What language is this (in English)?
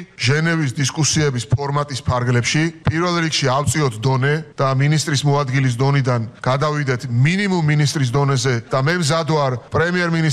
Georgian